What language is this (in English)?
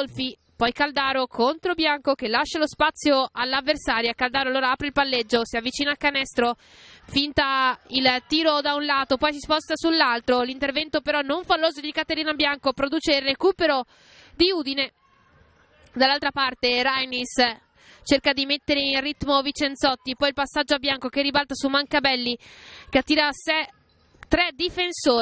Italian